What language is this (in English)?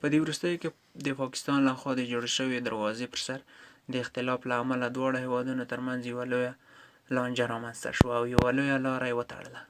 Pashto